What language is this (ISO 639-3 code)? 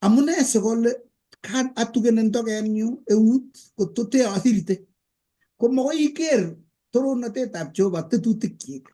kln